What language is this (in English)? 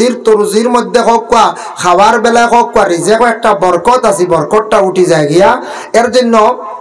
Sylheti